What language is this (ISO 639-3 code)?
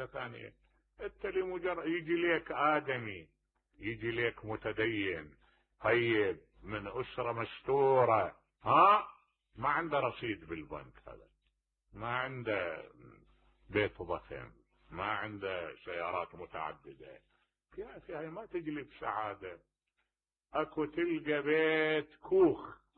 acm